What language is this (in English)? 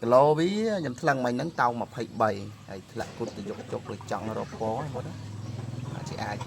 Khmer